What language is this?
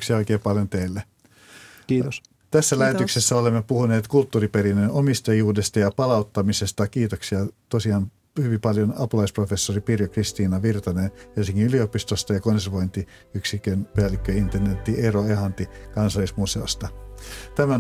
Finnish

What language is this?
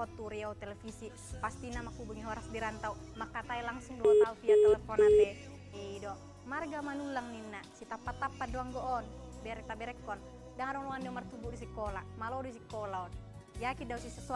Batak Toba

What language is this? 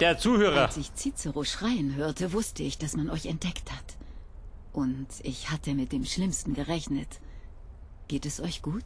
Bavarian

